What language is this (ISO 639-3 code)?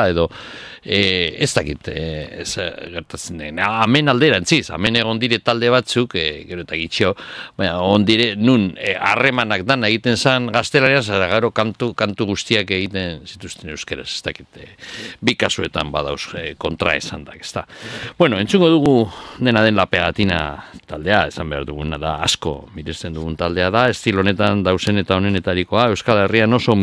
eus